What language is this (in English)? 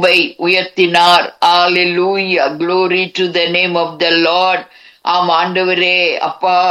Tamil